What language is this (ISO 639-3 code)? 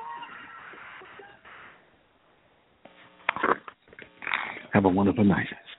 eng